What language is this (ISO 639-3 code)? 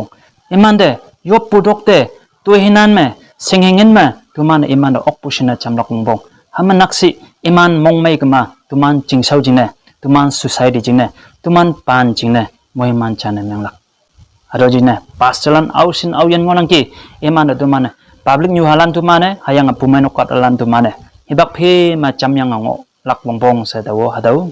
nbe